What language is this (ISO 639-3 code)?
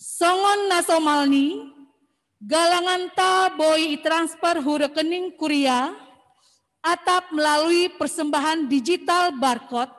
bts